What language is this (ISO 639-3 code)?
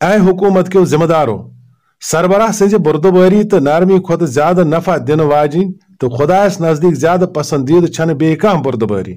kas